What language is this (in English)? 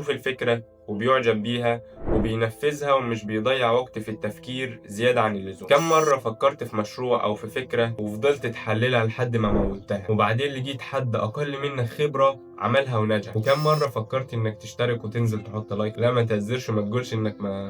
Egyptian Arabic